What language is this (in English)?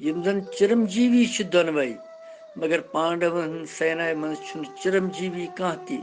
Kashmiri